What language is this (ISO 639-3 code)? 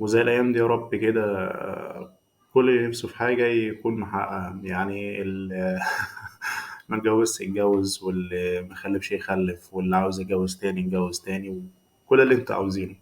arz